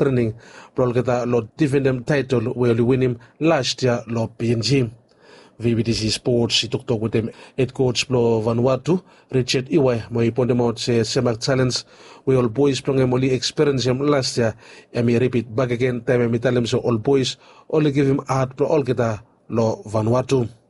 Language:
Bislama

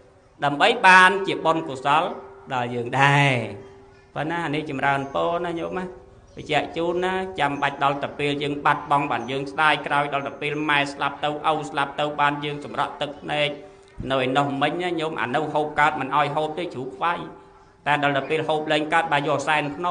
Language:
Khmer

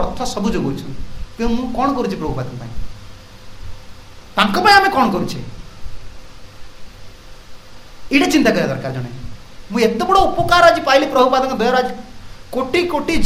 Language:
Odia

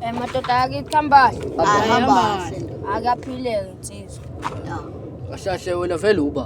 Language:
Zulu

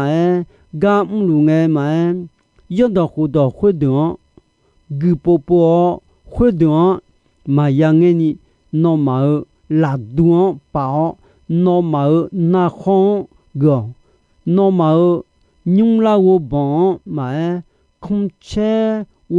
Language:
Akha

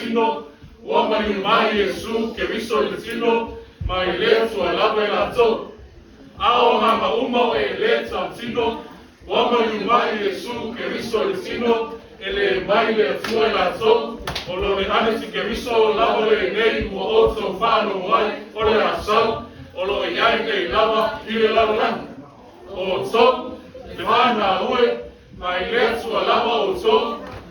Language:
Samoan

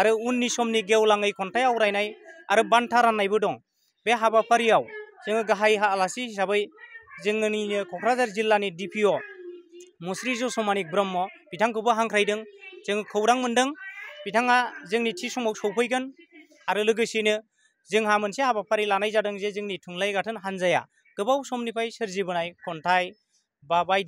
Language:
Bodo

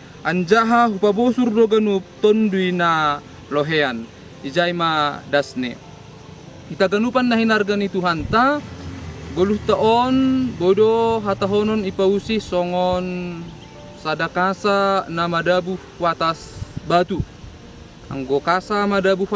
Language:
Batak Simalungun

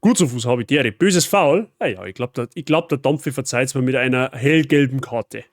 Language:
Bavarian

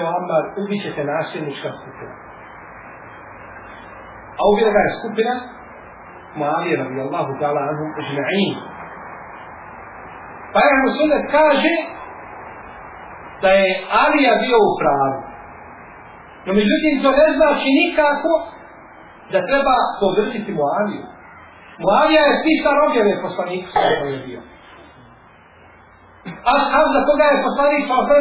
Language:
Bosnian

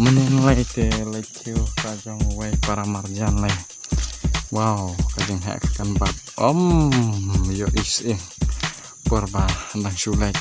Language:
Khasi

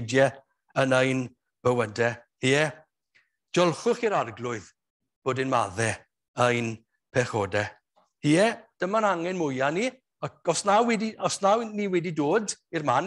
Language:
Welsh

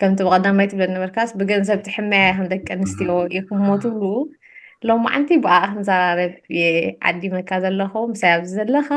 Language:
Tigrinya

